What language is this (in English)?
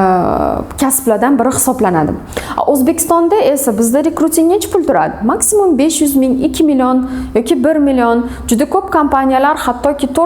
Uzbek